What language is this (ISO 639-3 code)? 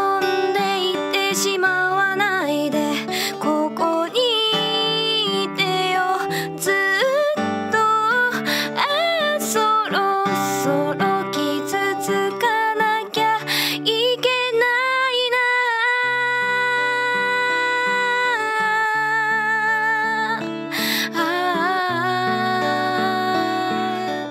jpn